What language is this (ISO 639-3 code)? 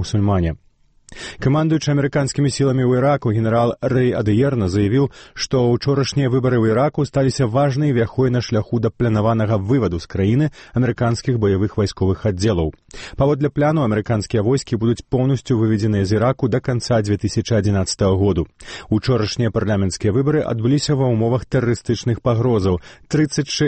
bel